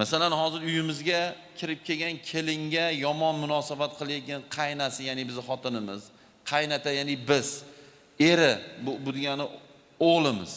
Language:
Uzbek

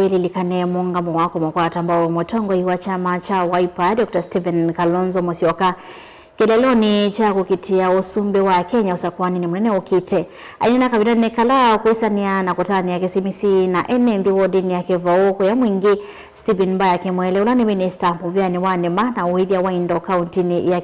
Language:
Kamba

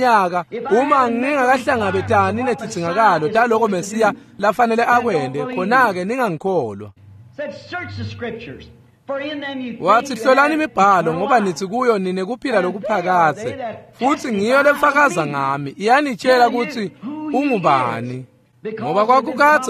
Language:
Swati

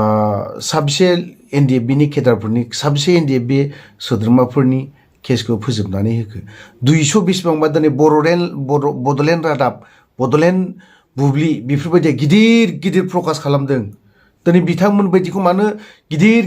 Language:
Bodo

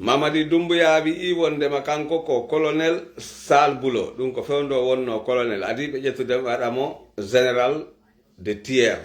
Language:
Pular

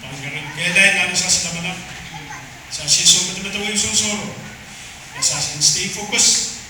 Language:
Pohnpeian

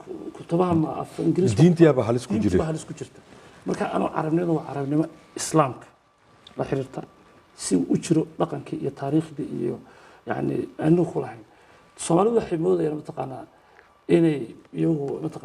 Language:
Somali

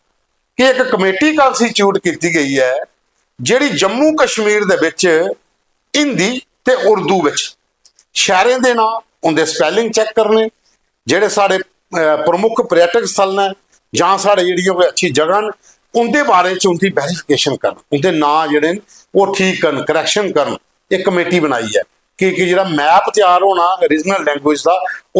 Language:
Dogri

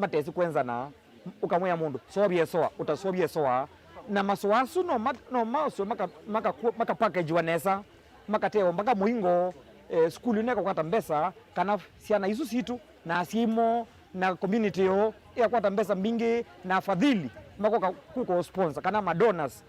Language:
Kamba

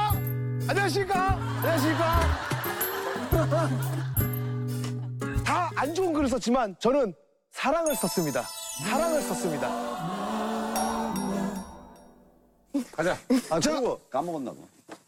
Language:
Korean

